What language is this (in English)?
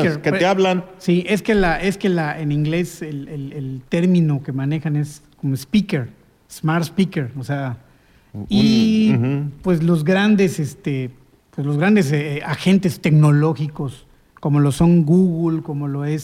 Spanish